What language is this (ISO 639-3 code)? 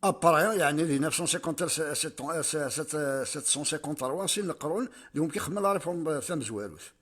kab